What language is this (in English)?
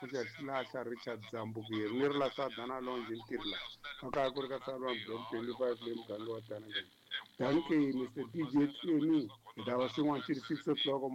Tsonga